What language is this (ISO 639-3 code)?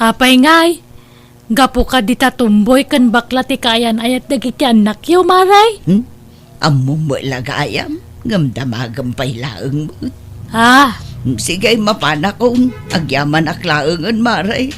ilo